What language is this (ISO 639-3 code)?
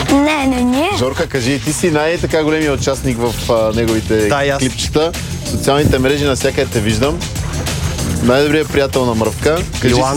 bul